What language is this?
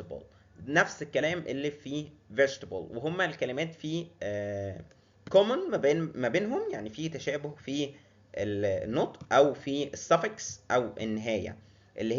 Egyptian Arabic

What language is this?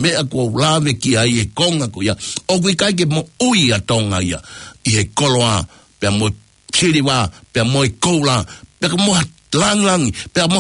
Tongan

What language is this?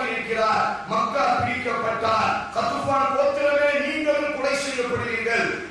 Tamil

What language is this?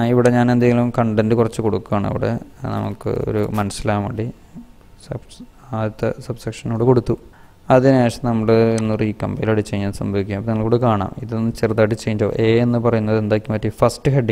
Malayalam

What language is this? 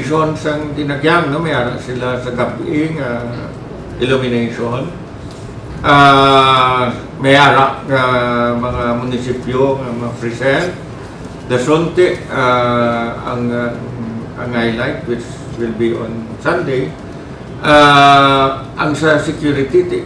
Hiligaynon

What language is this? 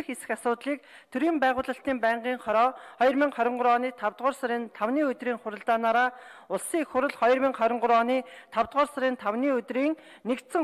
Mongolian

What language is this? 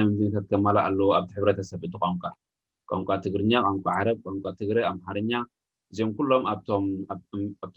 Tigrinya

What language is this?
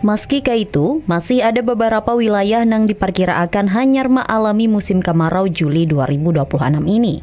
Banjar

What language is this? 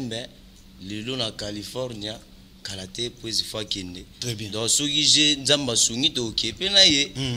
Lingala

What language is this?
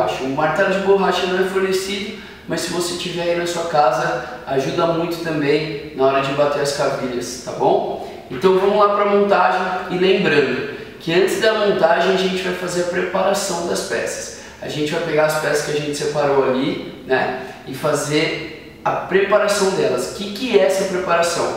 Portuguese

